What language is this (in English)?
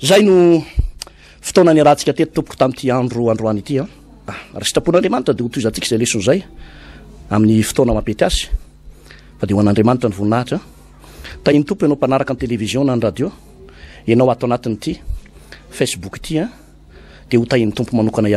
Malagasy